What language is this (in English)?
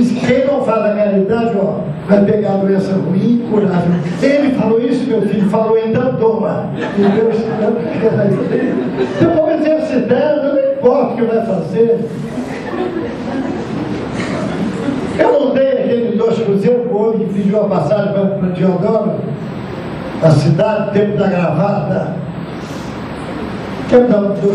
Portuguese